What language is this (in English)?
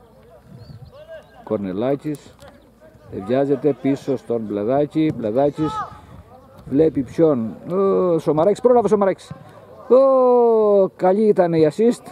Greek